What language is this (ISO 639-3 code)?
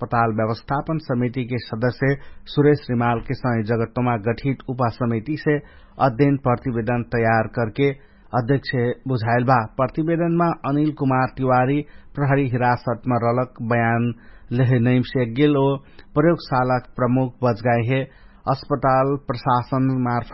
thl